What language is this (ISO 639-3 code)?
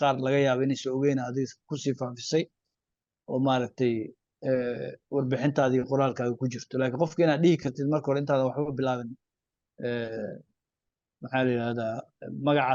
som